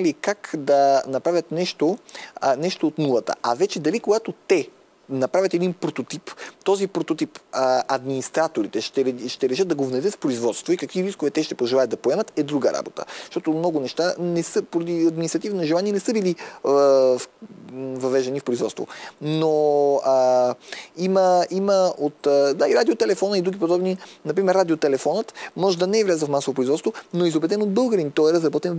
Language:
Bulgarian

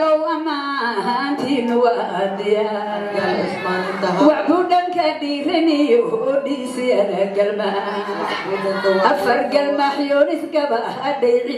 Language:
Somali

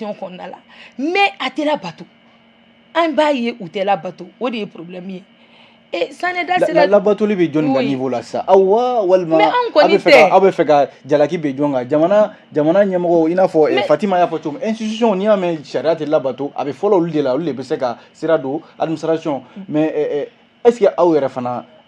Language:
Bambara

